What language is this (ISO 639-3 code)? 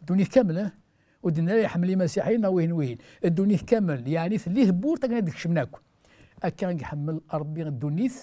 kab